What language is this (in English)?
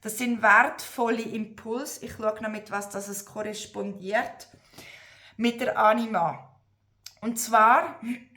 Swiss German